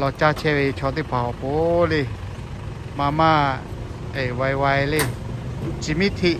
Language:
Lahu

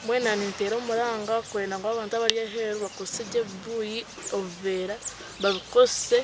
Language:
Nyankole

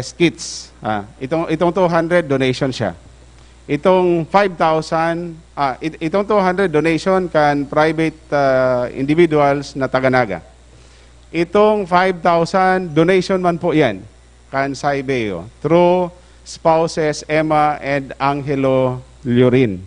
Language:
Bikol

